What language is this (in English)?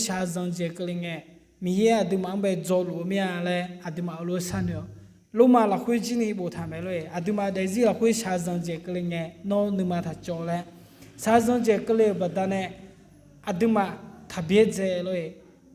Akha